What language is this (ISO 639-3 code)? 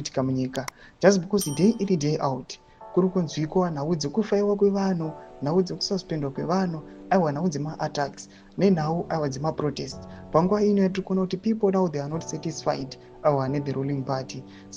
sna